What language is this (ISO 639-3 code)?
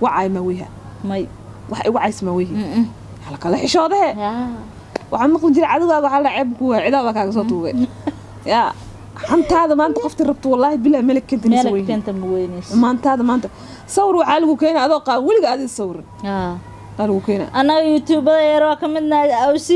som